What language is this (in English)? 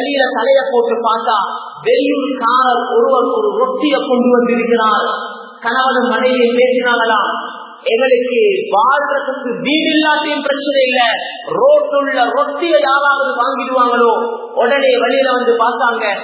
Tamil